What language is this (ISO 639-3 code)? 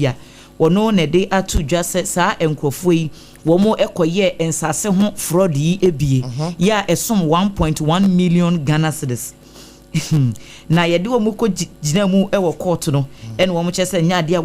aka